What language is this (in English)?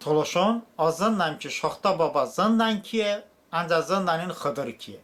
Talysh